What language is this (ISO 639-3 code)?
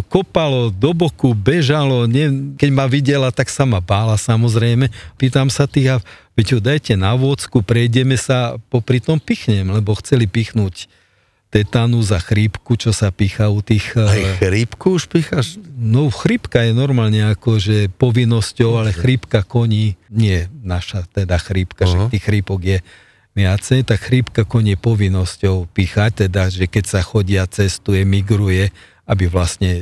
slk